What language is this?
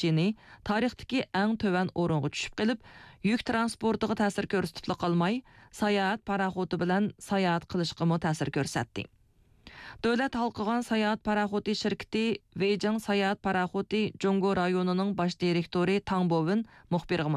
Uyghur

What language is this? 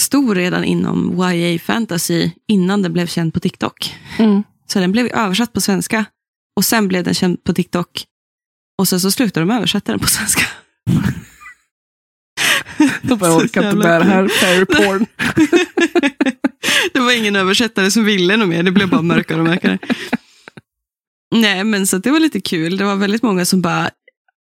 Swedish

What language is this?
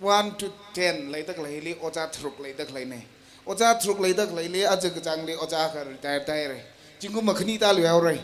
Tangkhul Naga (India)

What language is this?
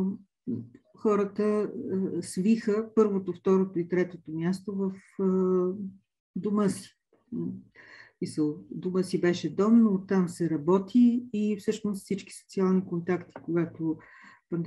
Bulgarian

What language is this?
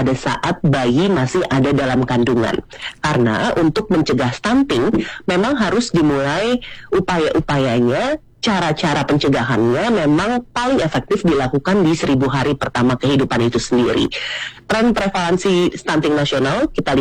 Indonesian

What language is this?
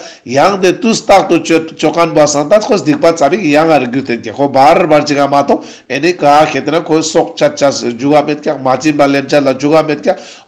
Ladakhi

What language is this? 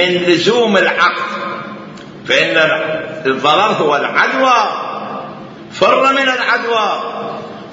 Mesopotamian Arabic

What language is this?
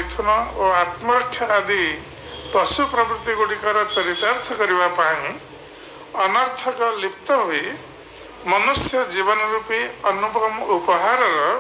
Odia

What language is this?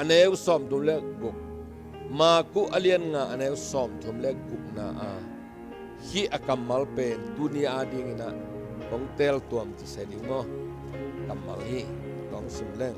Tedim Chin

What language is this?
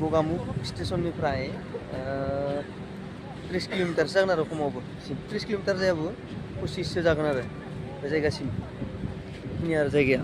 Bodo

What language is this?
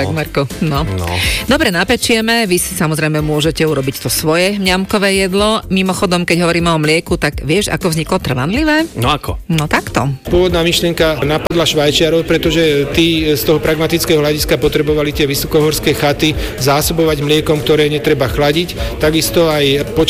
Slovak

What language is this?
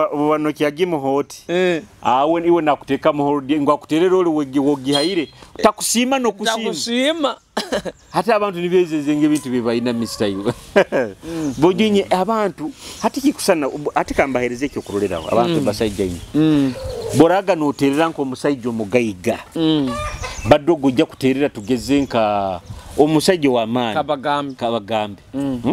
Nyoro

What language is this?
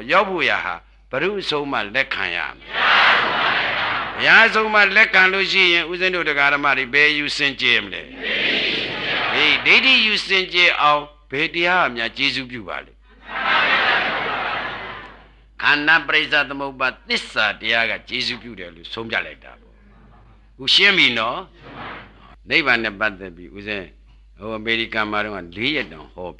Burmese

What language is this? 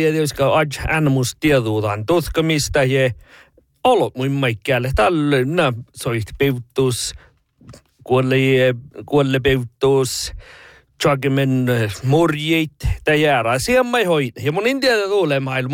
Northern Sami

